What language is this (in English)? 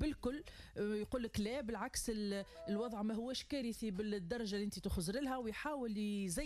Tunisian Arabic